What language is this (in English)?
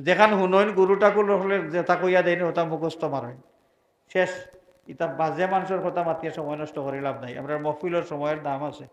Sylheti